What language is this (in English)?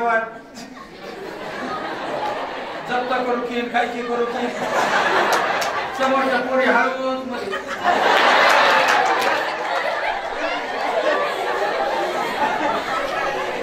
Marathi